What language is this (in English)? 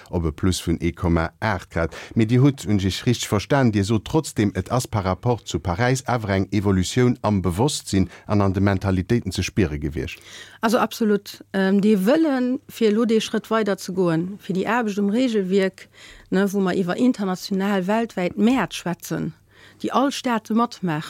Luxembourgish